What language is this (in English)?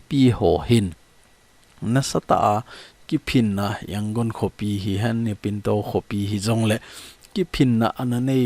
Thado Chin